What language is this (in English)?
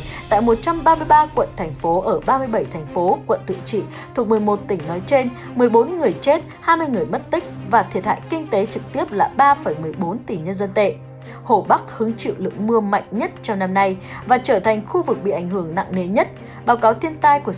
Vietnamese